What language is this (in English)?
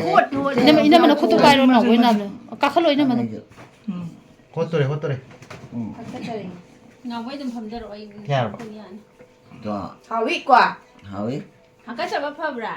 Manipuri